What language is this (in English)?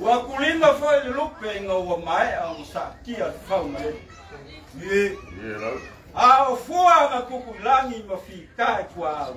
Samoan